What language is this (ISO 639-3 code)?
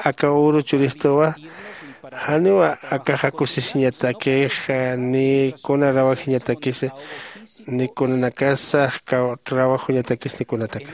aym